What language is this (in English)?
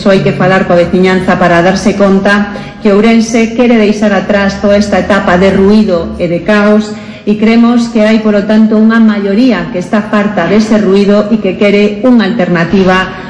Galician